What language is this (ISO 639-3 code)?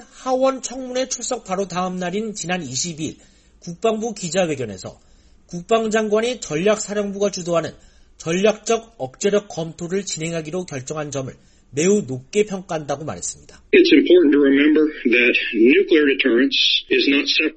kor